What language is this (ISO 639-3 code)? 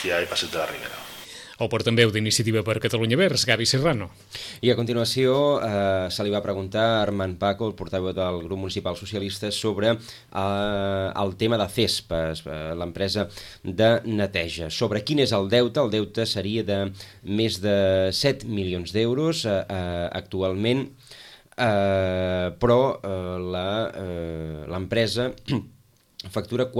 cat